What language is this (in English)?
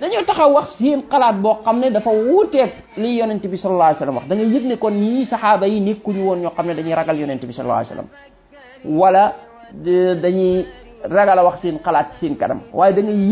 Wolof